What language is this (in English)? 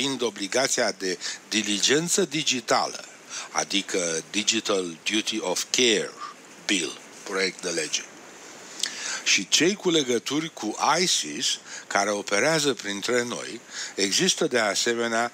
Romanian